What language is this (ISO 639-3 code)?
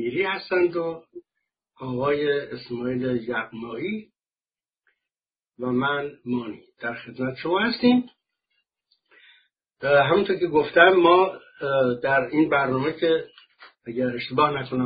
fas